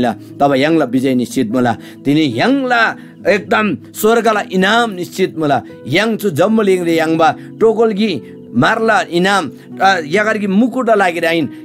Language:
Eastern Tamang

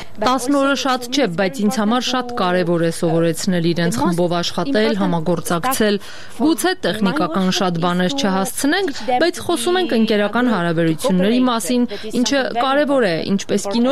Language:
Armenian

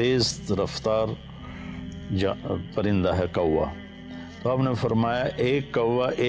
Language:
Urdu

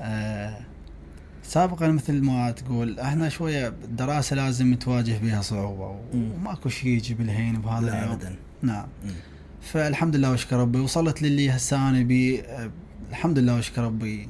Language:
Mesopotamian Arabic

